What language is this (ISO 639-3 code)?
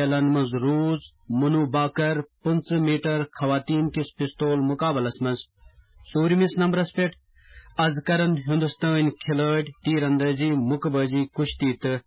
kas